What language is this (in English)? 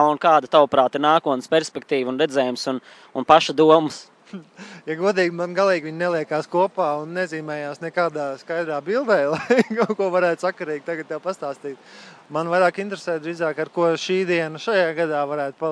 Latvian